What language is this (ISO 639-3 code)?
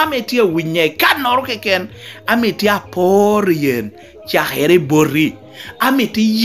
laj